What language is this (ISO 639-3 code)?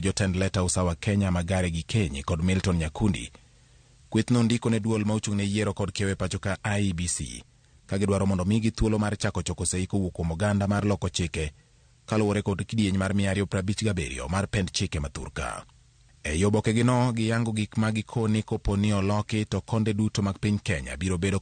luo